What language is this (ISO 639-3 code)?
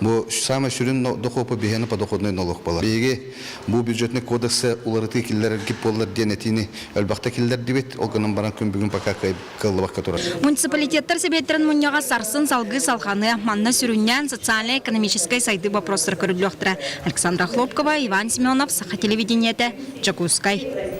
sah